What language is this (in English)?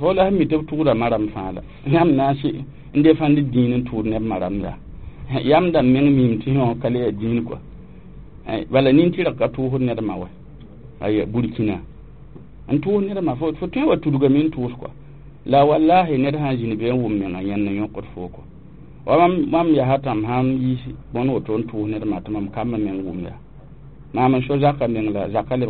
Mossi